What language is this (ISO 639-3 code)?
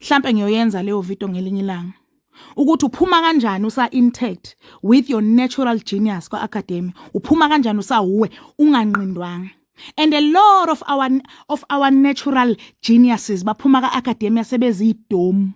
zul